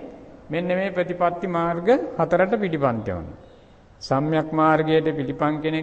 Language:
Sinhala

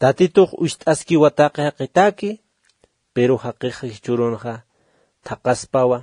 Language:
Aymara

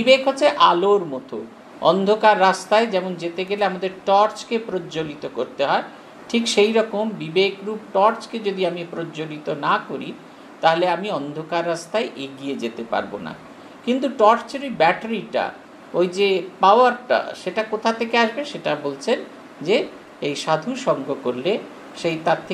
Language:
Bangla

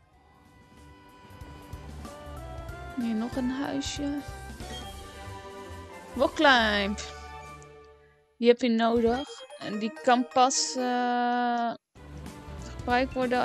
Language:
Dutch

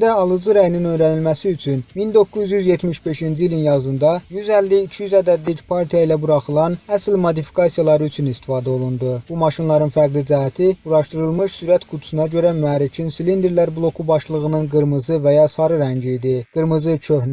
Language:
Azerbaijani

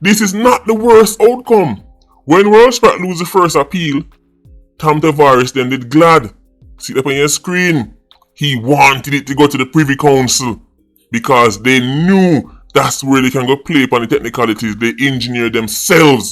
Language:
Jamaican Creole English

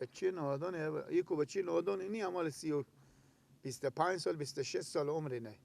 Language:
Persian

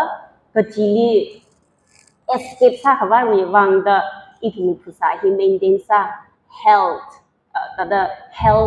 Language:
Tangkhul Naga (India)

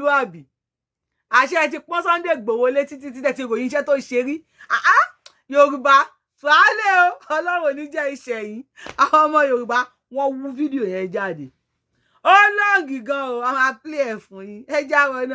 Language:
Yoruba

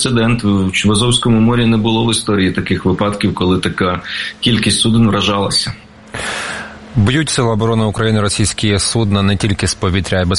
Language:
Ukrainian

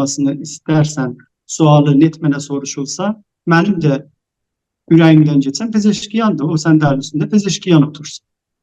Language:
South Azerbaijani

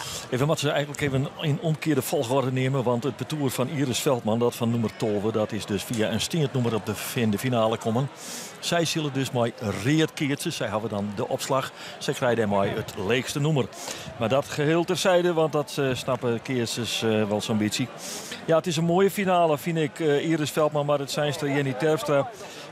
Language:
Western Frisian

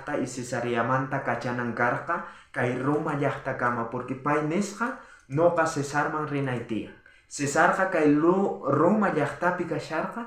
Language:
South Bolivian Quechua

